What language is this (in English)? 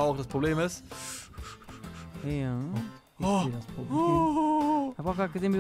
German